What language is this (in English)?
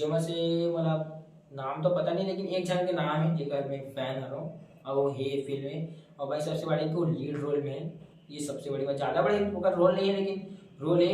Chhattisgarhi